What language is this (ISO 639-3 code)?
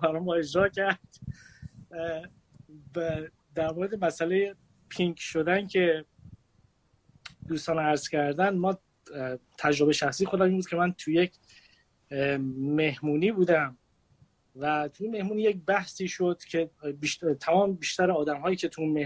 fas